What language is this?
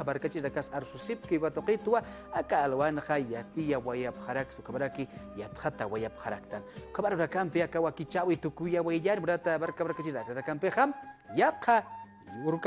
Aymara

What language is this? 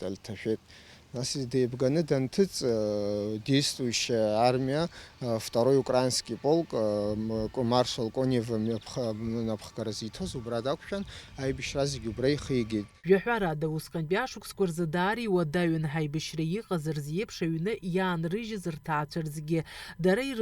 Abkhazian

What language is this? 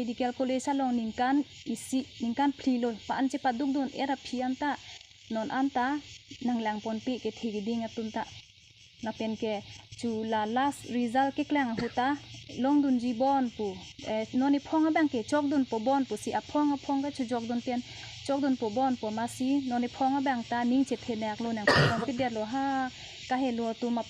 Karbi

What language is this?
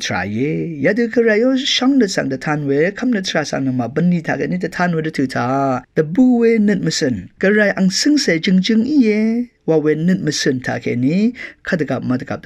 Rawang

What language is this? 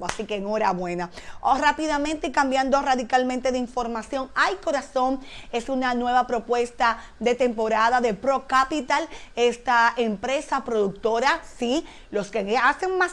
Spanish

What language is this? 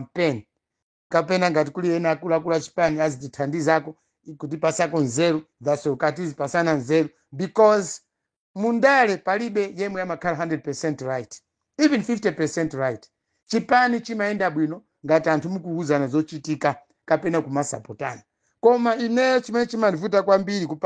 Nyanja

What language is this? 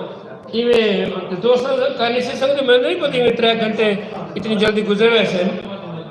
Saraiki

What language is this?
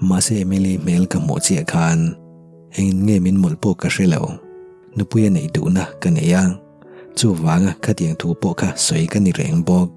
Mizo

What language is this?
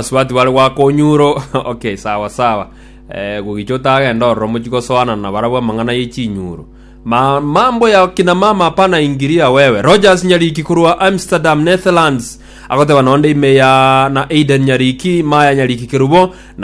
Gusii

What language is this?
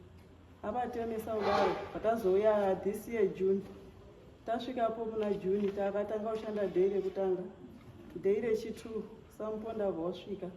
Shona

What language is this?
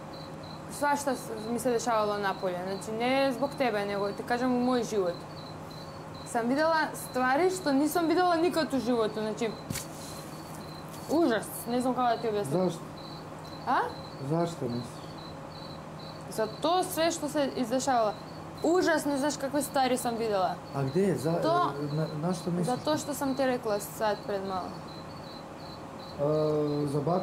Bosnian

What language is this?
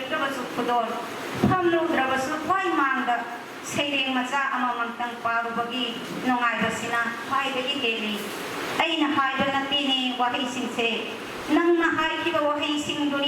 Manipuri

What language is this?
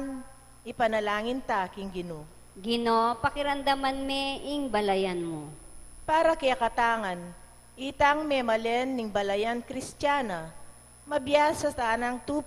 Pampanga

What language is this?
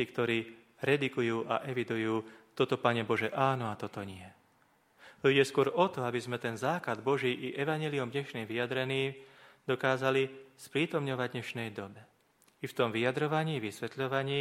Slovak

